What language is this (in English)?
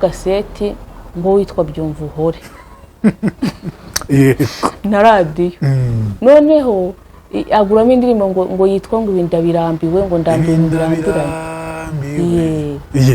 Kinyarwanda